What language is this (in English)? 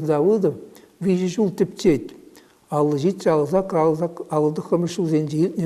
Chuvash